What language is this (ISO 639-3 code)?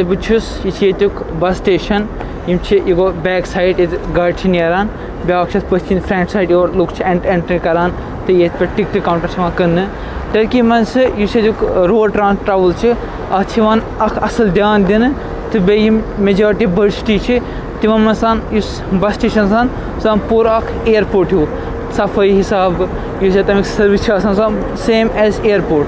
kas